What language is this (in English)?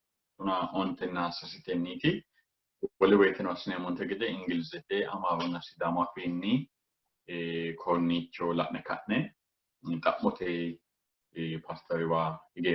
Sidamo